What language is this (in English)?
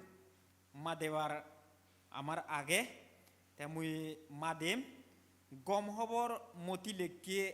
Chakma